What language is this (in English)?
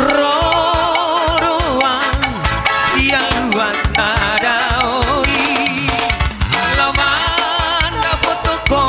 Batak Toba